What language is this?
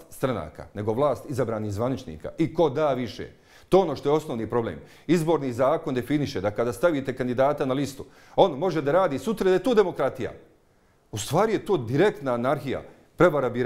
Bosnian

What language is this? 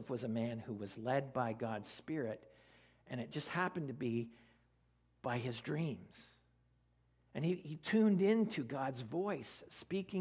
English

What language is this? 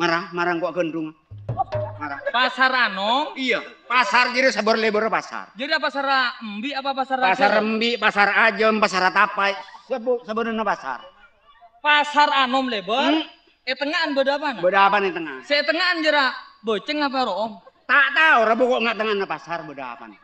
Madurese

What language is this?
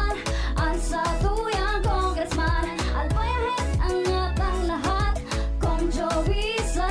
Bikol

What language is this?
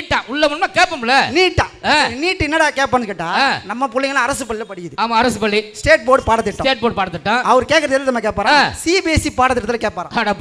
Tamil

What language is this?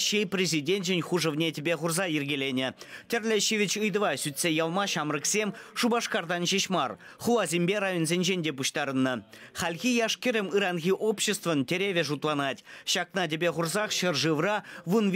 Chuvash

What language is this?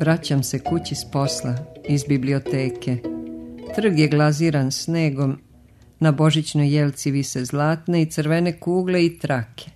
Serbian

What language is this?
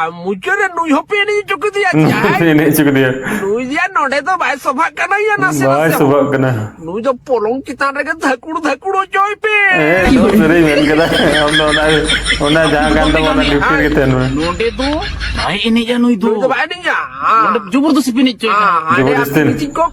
Santali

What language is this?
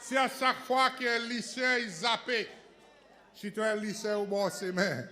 Seselwa Creole French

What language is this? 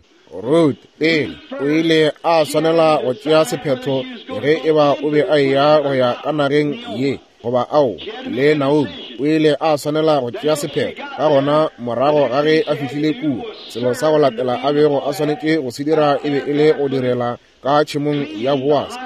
Northern Sotho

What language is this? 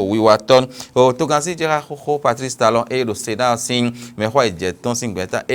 Fon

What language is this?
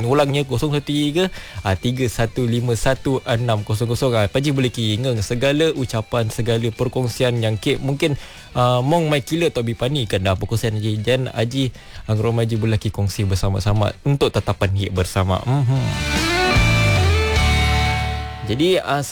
Malay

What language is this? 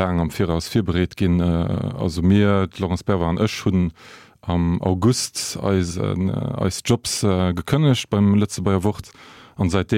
Luxembourgish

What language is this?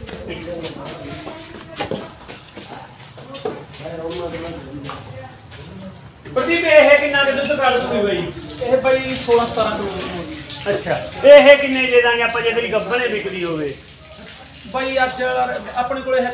Punjabi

